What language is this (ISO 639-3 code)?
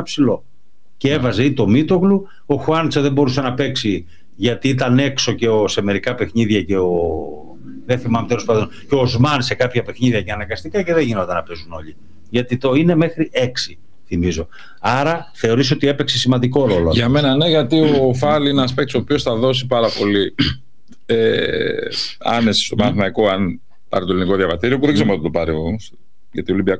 ell